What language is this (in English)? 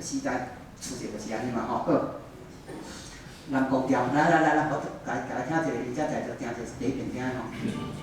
Min Nan Chinese